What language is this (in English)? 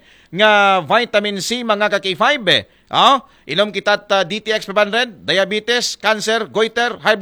Aklanon